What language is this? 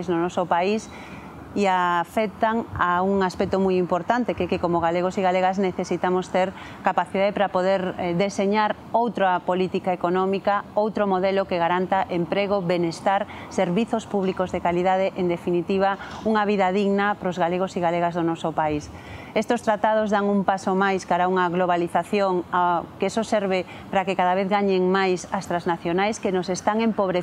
Galician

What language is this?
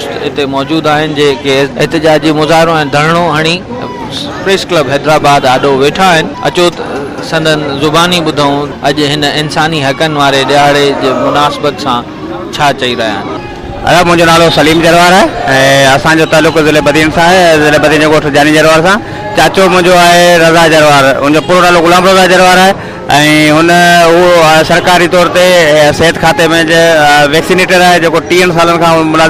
Sindhi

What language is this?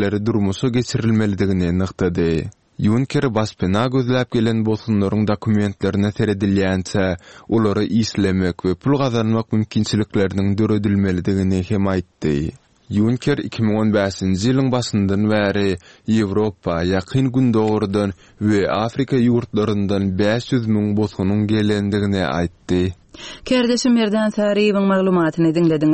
Turkmen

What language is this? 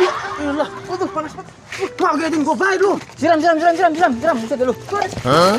Betawi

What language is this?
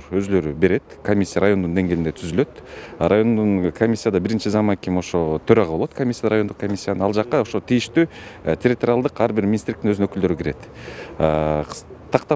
Kyrgyz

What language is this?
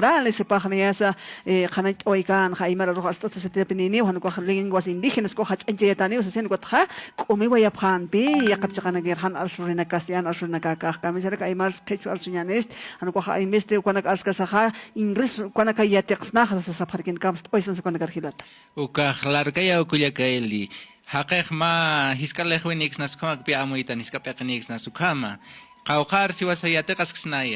Aymara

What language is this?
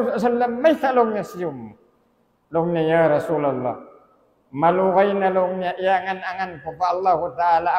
Tausug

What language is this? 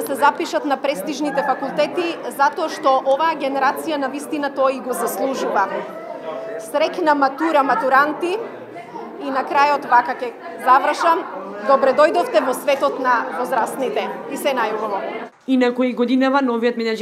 Macedonian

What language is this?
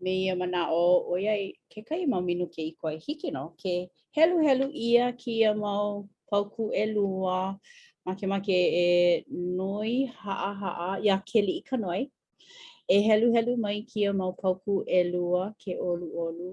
Hawaiian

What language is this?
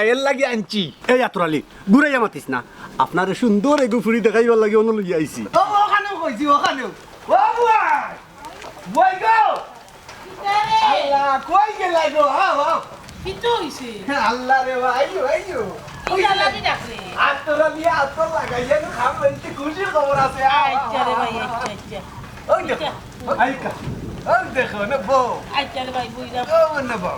Sylheti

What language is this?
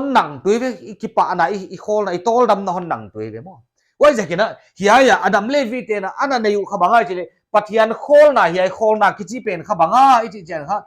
Paite Chin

